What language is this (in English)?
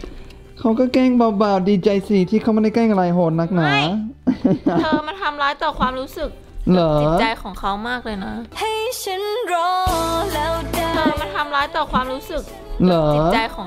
Thai